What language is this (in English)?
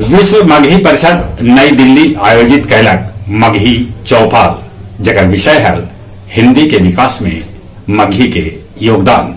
Magahi